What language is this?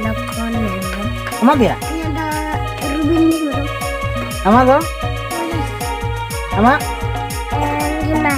Santali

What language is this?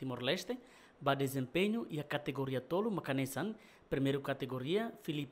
Tetum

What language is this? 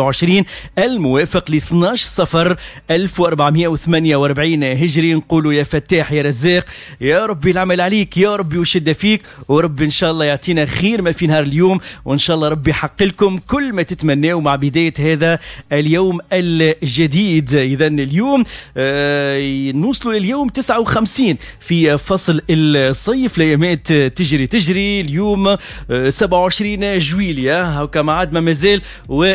Tunisian Arabic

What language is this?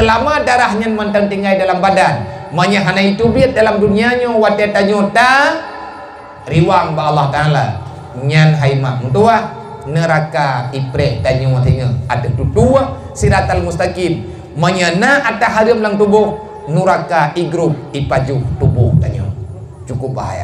Achinese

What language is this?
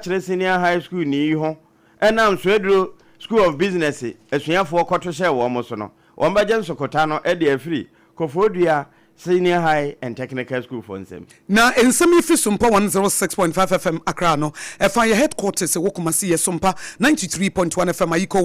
Akan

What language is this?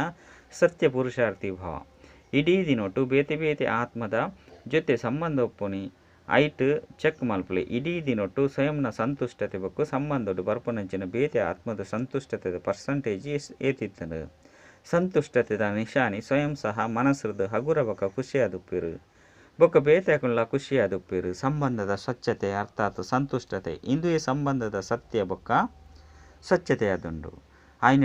Tulu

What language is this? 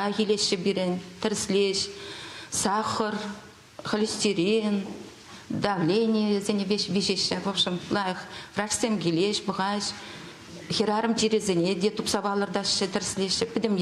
Chuvash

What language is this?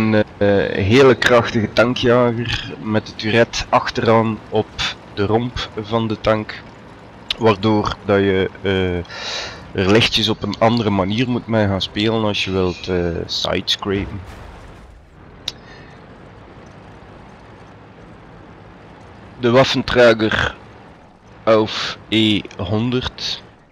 Dutch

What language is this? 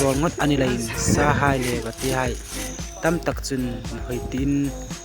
Hmar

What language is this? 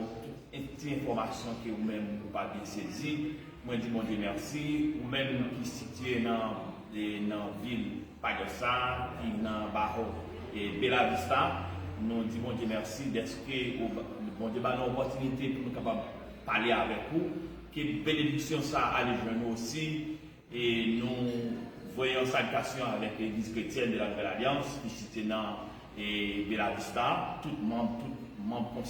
Haitian Creole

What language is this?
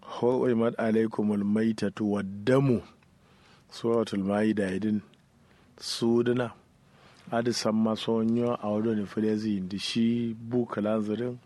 Kanuri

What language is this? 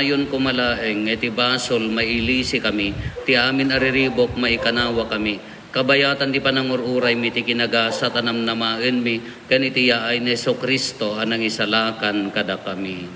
Iloko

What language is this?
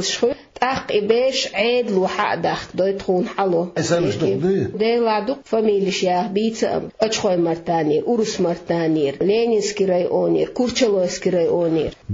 Chechen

